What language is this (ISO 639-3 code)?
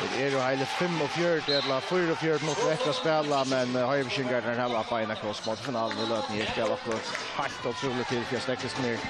fao